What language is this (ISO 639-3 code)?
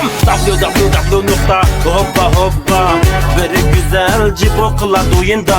uig